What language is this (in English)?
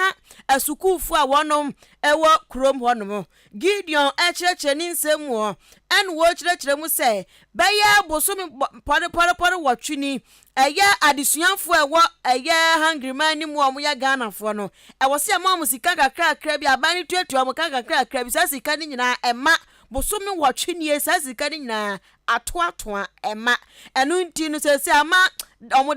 Akan